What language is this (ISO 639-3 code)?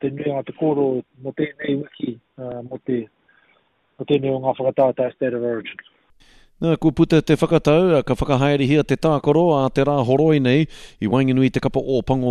mri